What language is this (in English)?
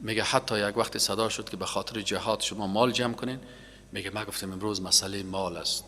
Persian